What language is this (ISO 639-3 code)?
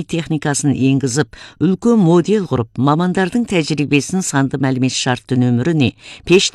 kaz